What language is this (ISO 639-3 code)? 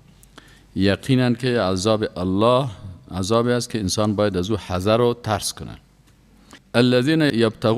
fas